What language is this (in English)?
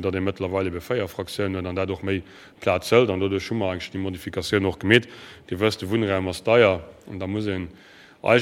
Luxembourgish